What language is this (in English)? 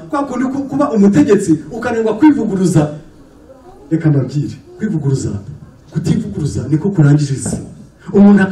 Kinyarwanda